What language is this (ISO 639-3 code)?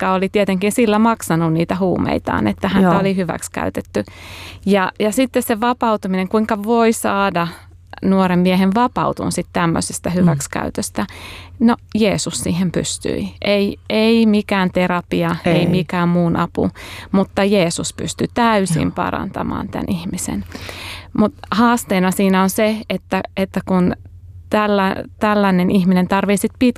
fin